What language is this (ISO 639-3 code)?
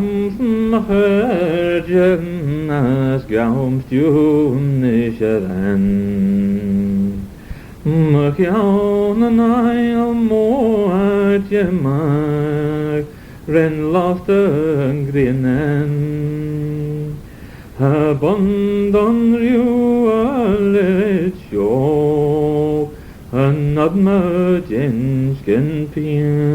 glv